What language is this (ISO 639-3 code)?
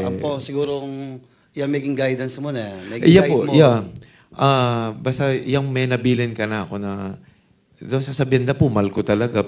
pam